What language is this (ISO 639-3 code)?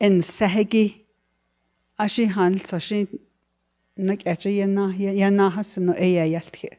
nav